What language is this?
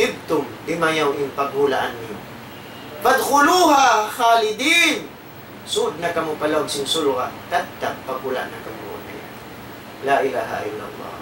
Tausug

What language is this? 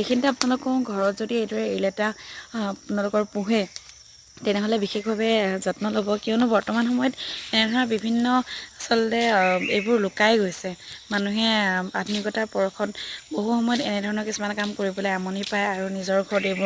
Assamese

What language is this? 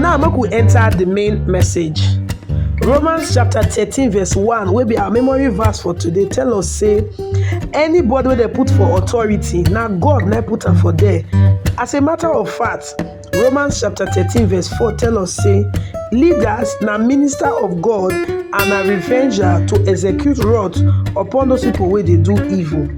Nigerian Pidgin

